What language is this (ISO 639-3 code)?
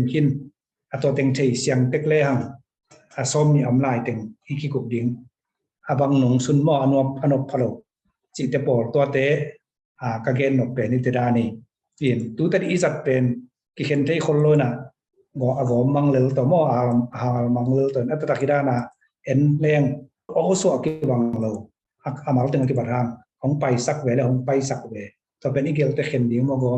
ctd